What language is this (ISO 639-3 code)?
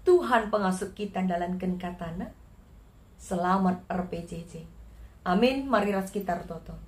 btx